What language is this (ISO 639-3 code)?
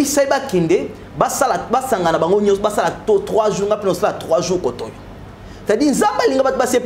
lin